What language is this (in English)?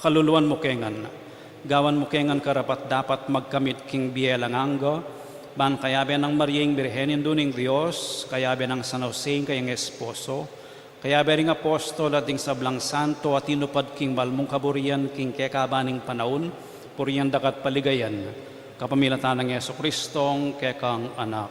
Pampanga